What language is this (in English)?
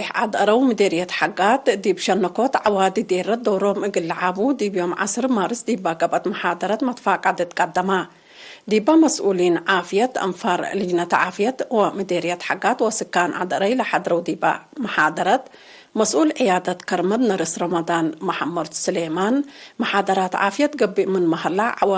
Tigre